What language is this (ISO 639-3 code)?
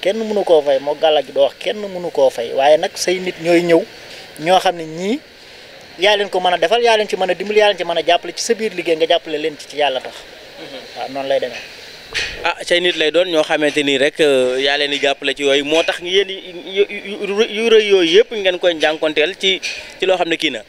wol